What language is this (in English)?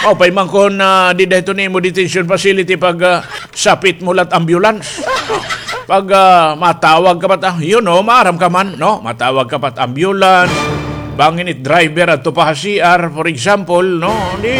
Waray